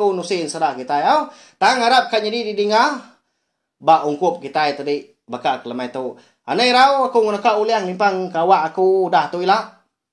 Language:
Iban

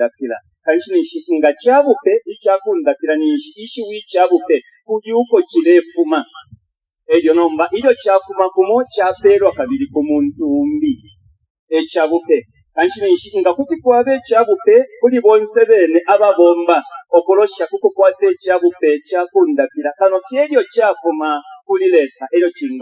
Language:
Bemba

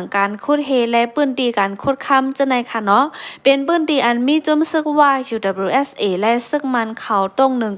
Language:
Shan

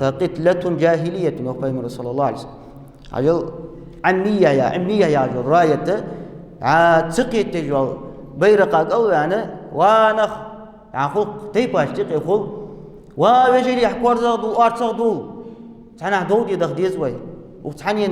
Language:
Ingush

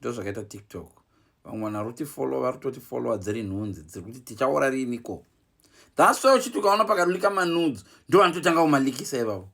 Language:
Shona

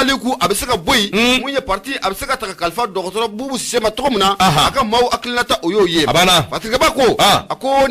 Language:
Bambara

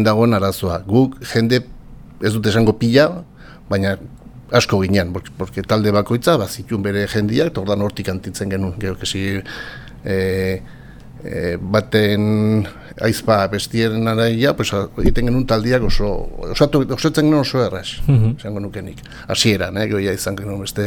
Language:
Basque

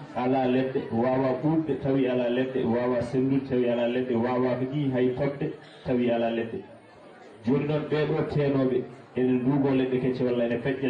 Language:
Fula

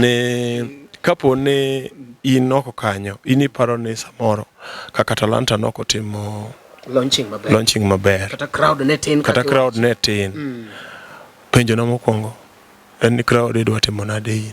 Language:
Luo (Kenya and Tanzania)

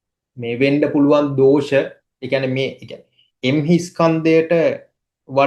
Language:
Sinhala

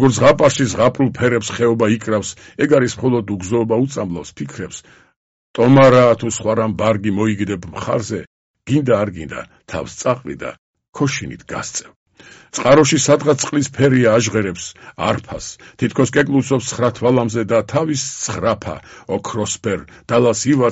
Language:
Georgian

